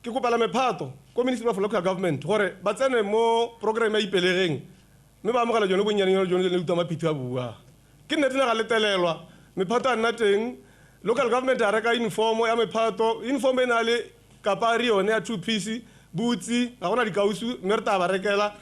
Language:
Tswana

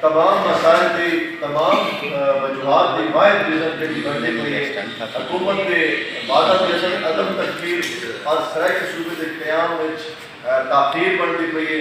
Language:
Saraiki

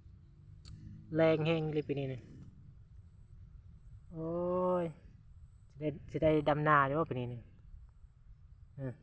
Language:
Lao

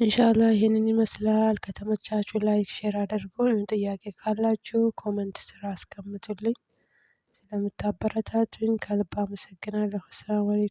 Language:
Amharic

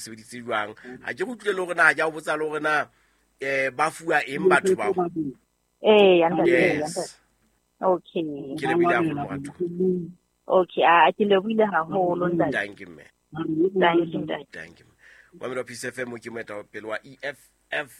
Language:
Southern Sotho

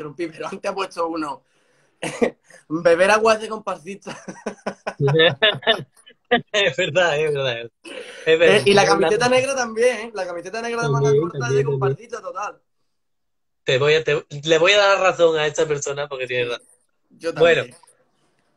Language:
Spanish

